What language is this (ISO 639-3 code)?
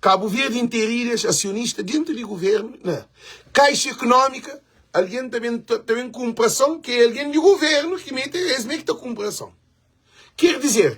kea